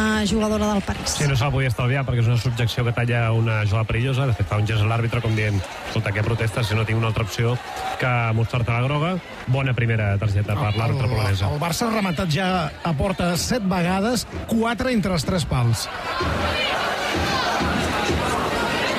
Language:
Catalan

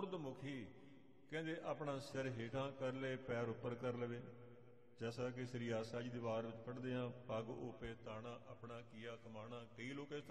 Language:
Punjabi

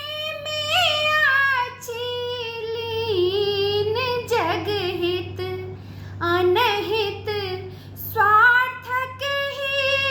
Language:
Maithili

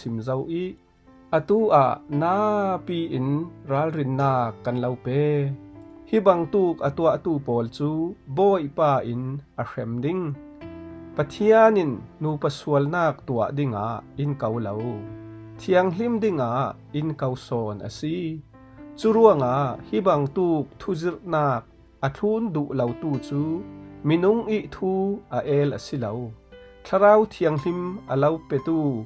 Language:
Falam Chin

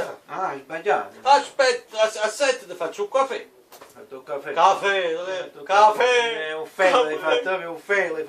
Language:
Neapolitan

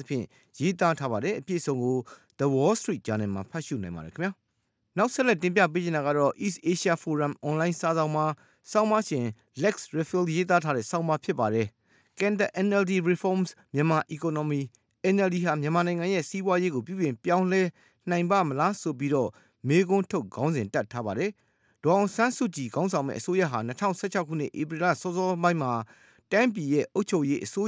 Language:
Burmese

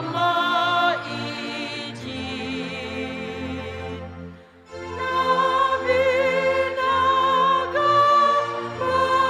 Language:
Batak Simalungun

